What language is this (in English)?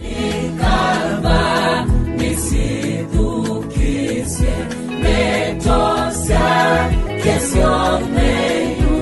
Kamba